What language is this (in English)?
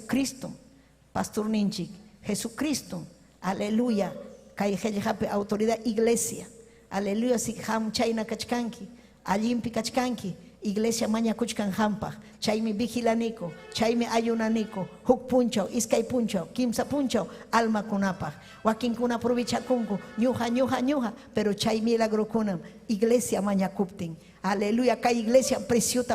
Ayacucho Quechua